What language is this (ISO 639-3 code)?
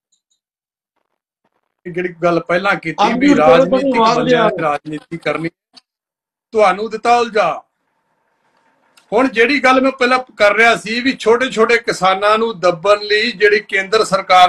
pan